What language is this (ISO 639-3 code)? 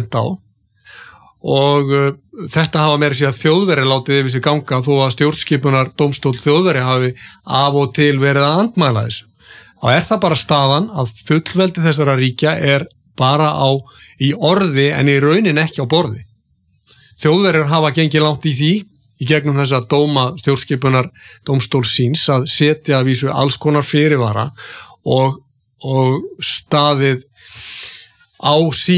isl